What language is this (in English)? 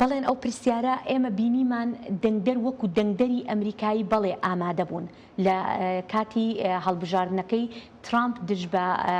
Central Kurdish